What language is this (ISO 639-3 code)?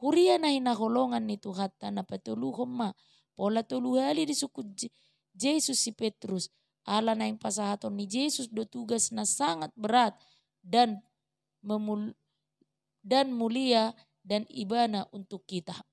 bbc